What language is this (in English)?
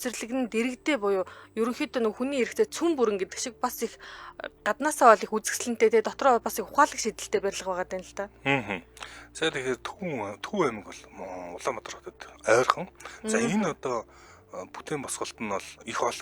Mongolian